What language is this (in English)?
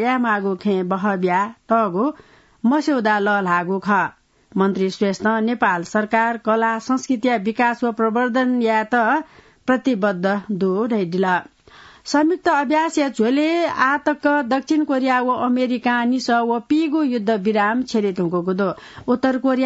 Newari